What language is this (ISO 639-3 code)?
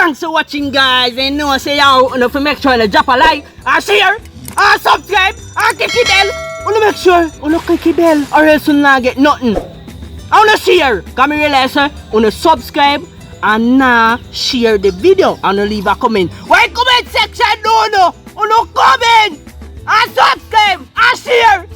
jam